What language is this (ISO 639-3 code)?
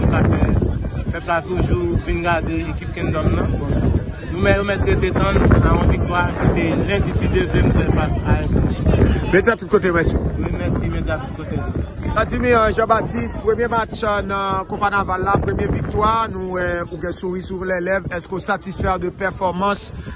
hat